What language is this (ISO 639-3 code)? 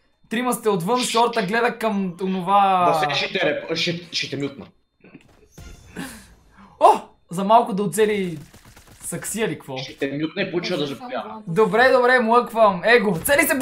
bul